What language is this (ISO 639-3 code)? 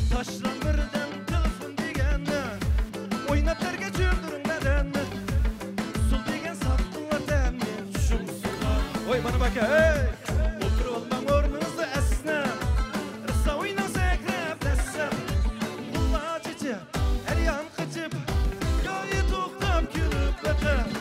uig